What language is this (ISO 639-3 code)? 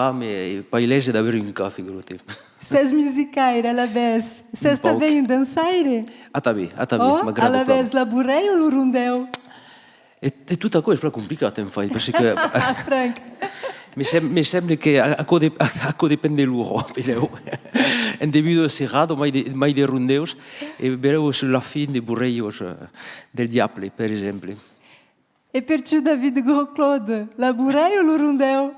oci